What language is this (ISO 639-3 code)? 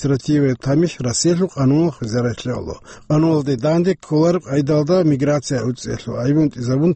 ava